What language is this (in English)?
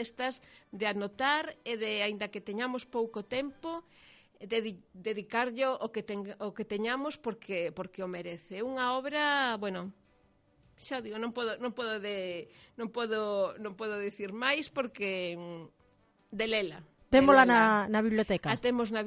Galician